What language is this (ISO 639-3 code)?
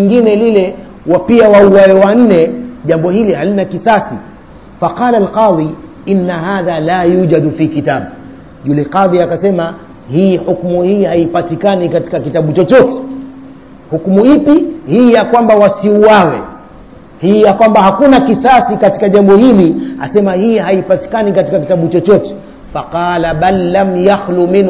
swa